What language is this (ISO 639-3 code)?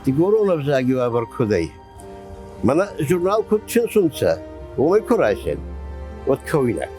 oss